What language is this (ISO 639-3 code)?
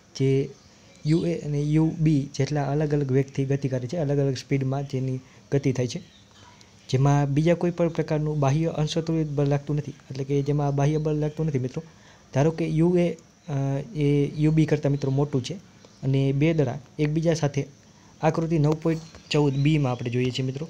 guj